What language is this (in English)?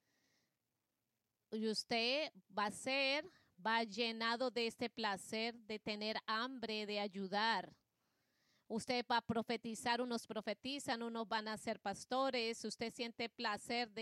Spanish